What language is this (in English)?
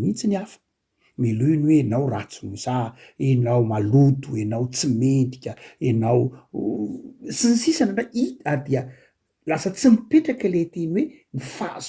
Malagasy